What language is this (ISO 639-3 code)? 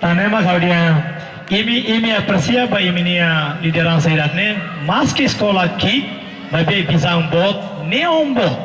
tet